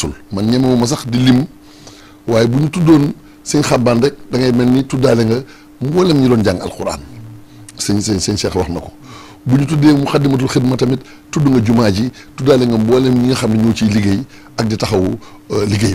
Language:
Wolof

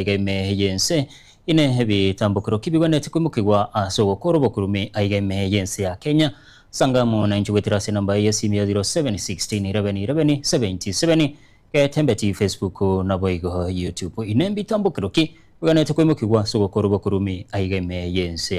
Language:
Gusii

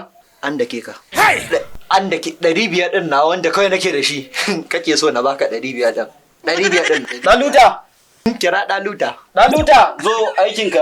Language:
Hausa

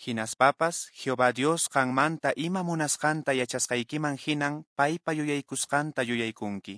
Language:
Quechua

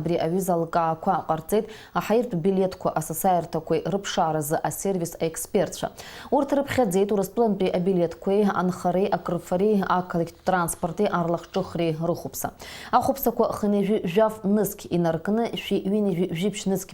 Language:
Abkhazian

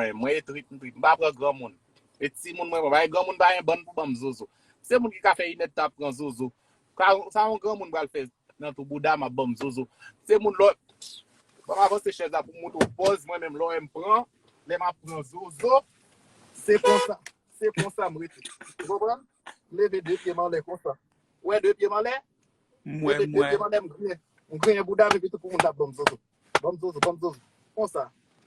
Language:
Haitian Creole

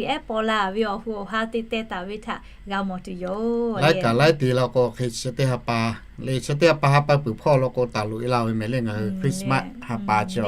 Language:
Lahu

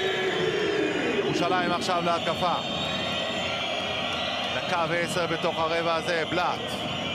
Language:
Hebrew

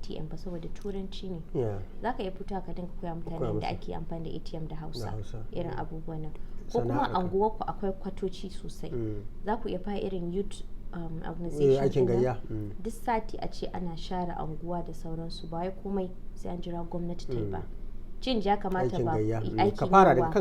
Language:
Hausa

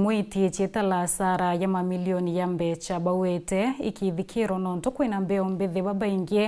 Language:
Meru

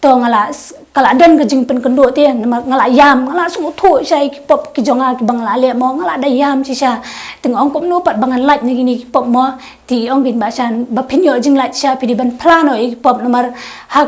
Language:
Khasi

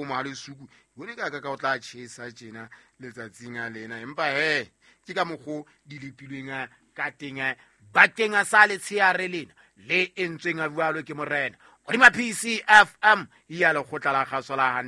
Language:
Southern Sotho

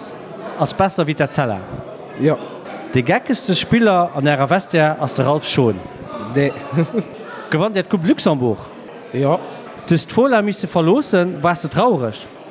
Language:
Luxembourgish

